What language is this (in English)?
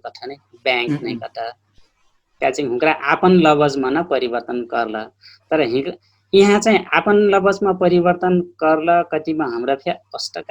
Dangaura Tharu